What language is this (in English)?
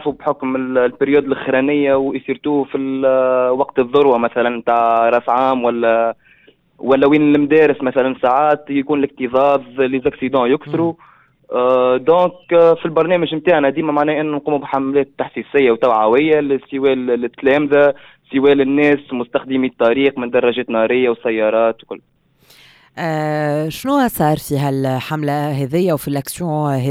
Tunisian Arabic